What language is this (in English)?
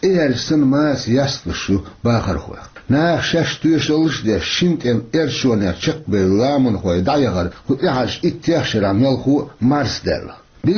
Chechen